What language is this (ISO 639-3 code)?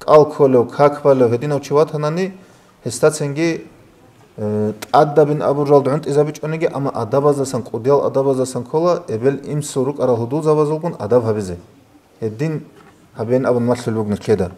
ava